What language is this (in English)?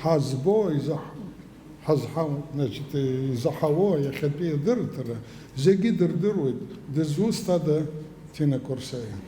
Abkhazian